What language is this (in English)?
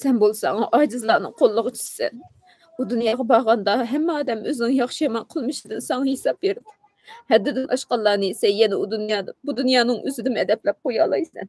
Uyghur